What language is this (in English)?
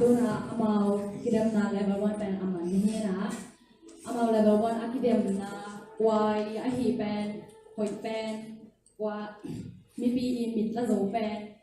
Tedim Chin